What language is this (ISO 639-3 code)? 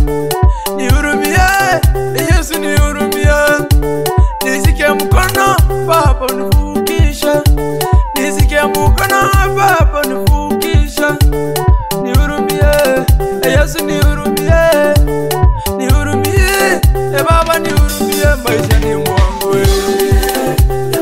swa